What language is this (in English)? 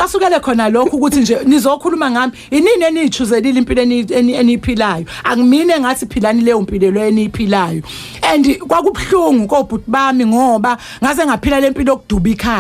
Zulu